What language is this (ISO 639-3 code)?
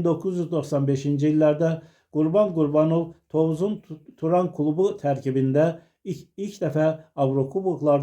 aze